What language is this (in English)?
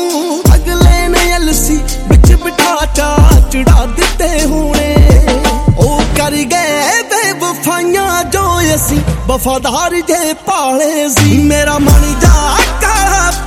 Punjabi